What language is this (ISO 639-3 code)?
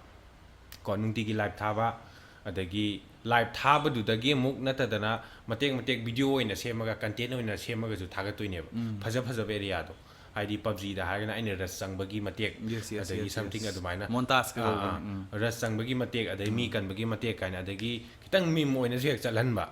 mni